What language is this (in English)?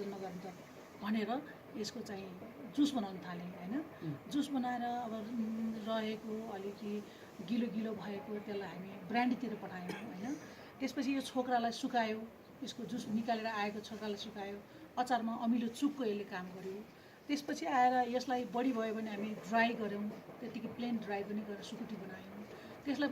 Nepali